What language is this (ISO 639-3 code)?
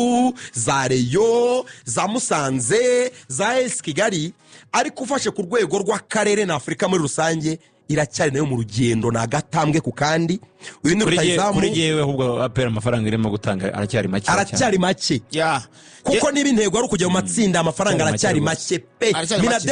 kin